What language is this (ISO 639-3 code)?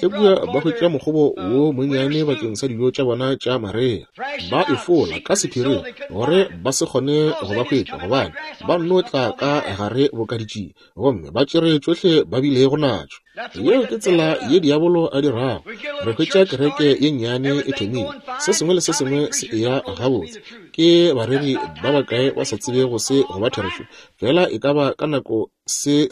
nso